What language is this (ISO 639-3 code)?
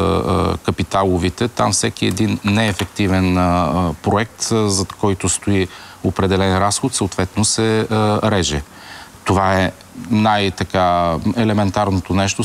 bul